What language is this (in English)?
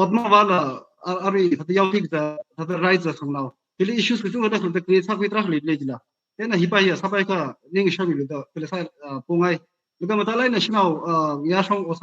Tangkhul Naga (India)